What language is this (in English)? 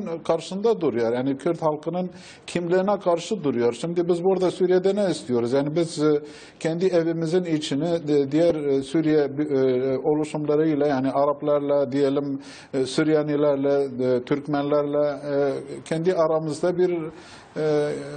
Turkish